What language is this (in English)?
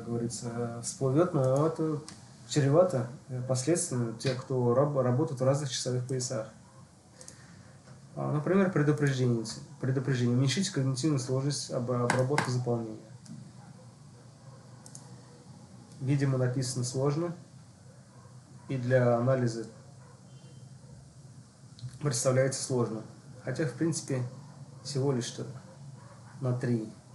Russian